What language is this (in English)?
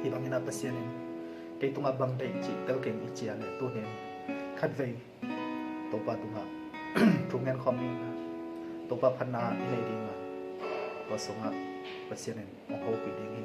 Tedim Chin